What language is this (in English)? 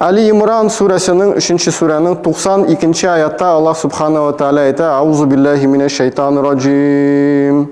Tatar